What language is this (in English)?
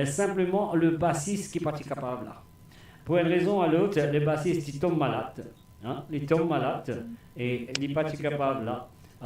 Morisyen